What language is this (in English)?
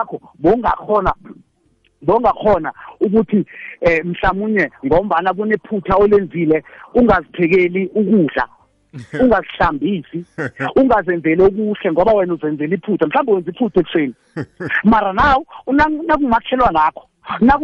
South Ndebele